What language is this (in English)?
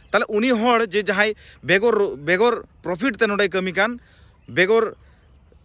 Santali